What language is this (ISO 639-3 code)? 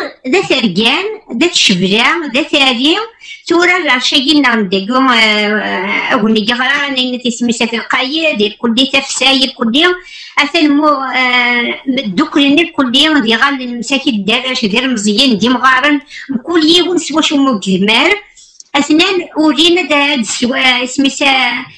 kab